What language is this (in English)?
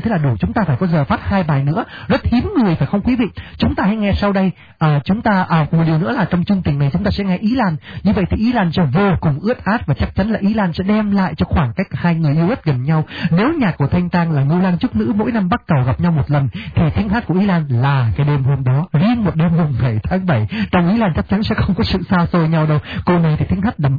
Vietnamese